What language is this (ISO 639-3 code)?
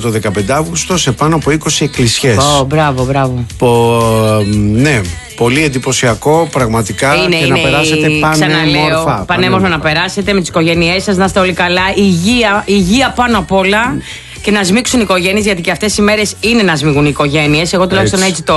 ell